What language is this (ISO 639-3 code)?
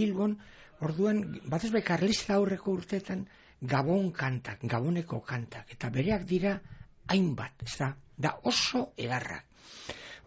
eus